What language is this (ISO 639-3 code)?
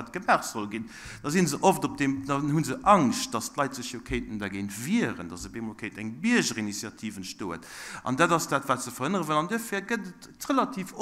ltz